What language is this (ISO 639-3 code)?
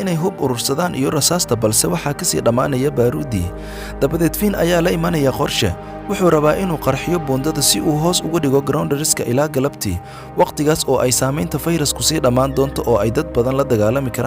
som